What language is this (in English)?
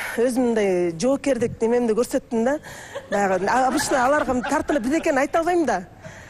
Kyrgyz